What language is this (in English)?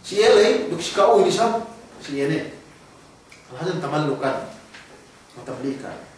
Yakan